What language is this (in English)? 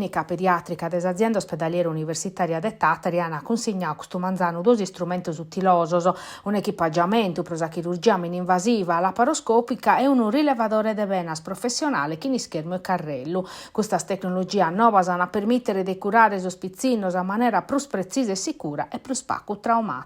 Sardinian